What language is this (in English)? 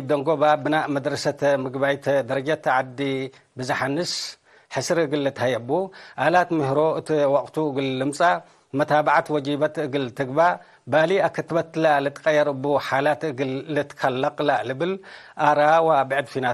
Tigre